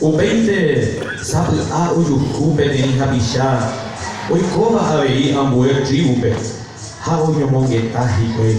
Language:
Guarani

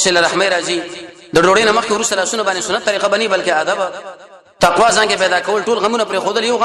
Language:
Pashto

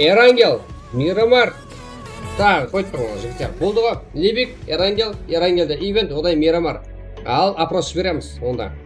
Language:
Kara-Kalpak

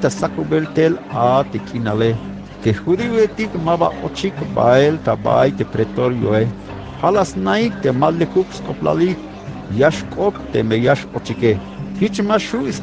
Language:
Tzeltal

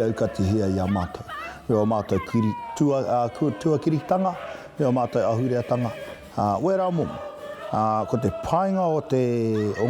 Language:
Māori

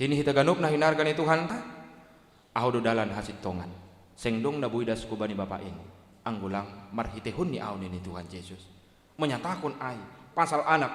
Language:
Batak Simalungun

